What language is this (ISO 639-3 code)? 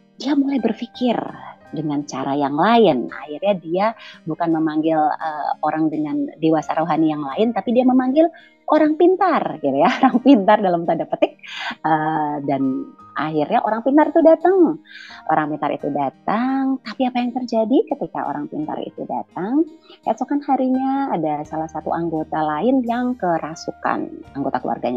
ind